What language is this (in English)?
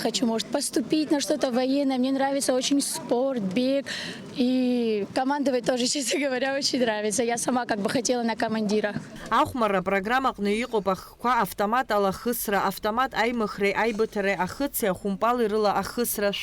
Abkhazian